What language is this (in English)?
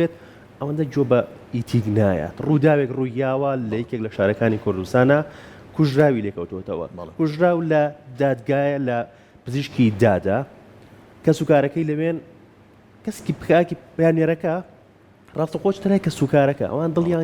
Central Kurdish